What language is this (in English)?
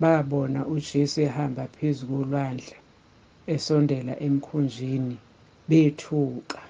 Zulu